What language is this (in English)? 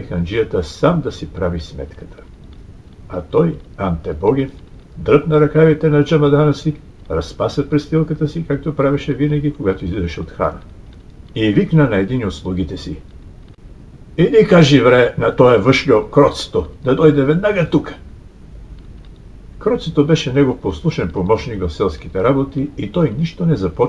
Bulgarian